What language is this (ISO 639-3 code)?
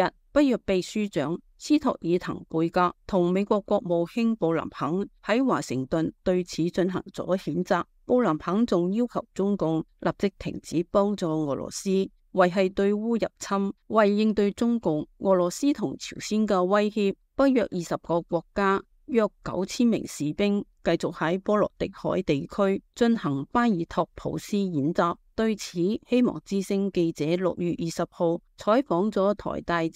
yue